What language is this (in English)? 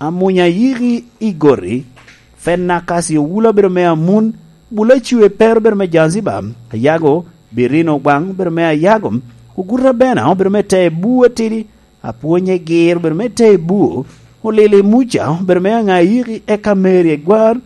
Lango (Uganda)